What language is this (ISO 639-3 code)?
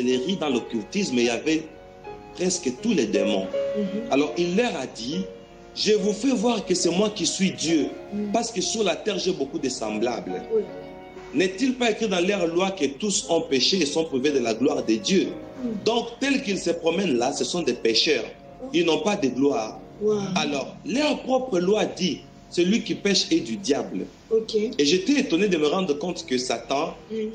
fra